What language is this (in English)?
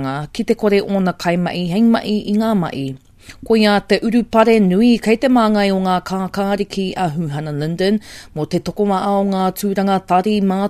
Māori